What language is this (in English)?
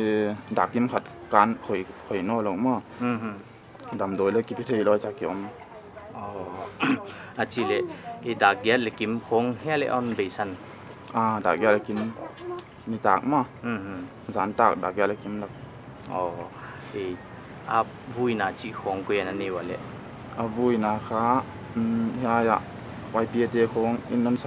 Paite Chin